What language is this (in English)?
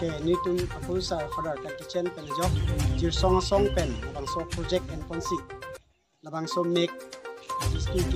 Karbi